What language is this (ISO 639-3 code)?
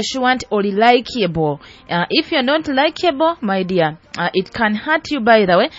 nyo